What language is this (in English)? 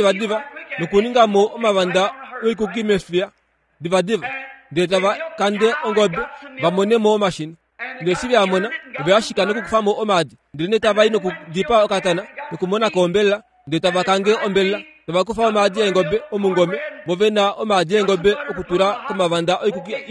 Kuanyama